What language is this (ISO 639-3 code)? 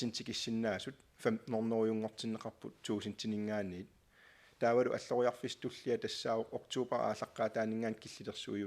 kal